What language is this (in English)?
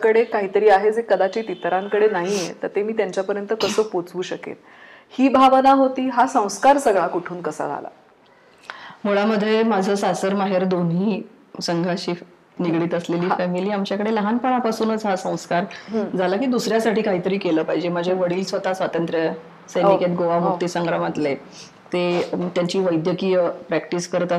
Marathi